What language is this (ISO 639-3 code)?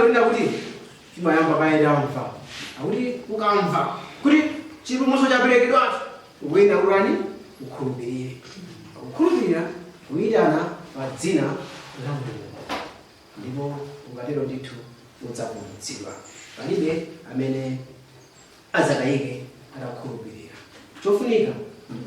nya